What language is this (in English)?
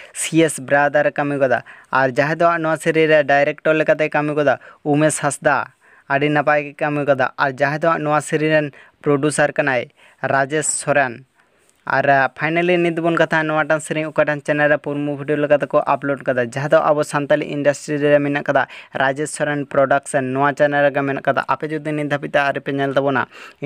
Santali